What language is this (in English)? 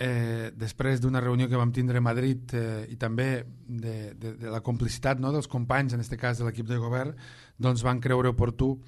Catalan